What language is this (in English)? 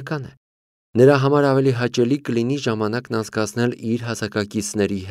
Armenian